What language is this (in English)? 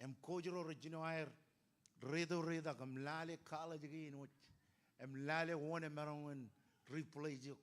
Marshallese